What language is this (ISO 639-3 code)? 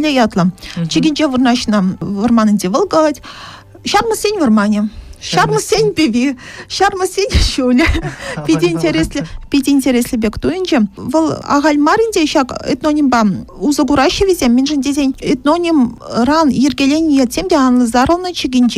chv